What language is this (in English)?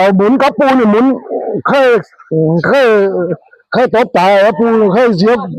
Northeastern Thai